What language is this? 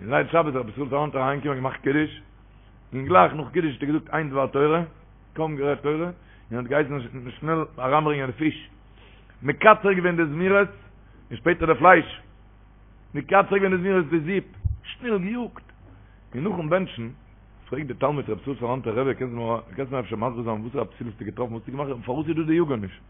Yiddish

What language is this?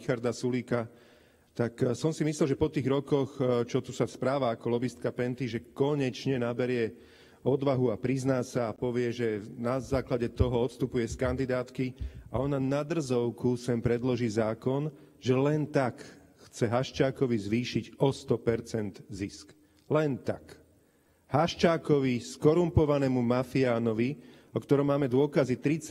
Slovak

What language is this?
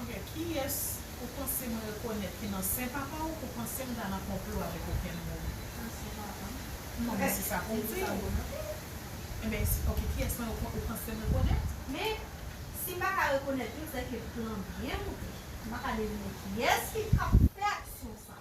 Haitian Creole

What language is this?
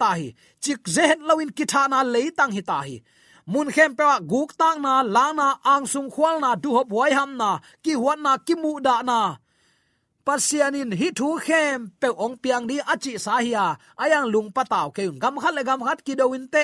Tedim Chin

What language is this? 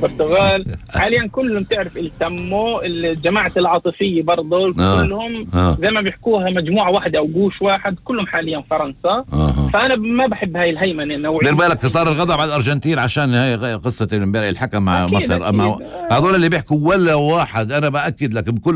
North Levantine Arabic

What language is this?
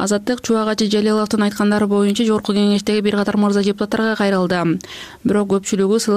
Kyrgyz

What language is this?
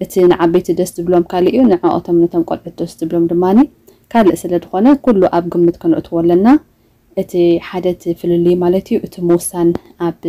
Tigrinya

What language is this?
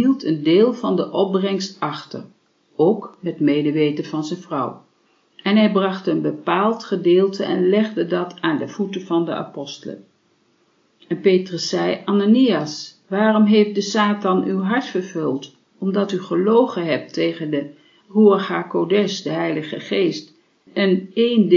Dutch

